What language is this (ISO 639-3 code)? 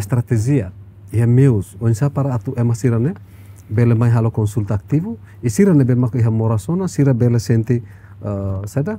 tet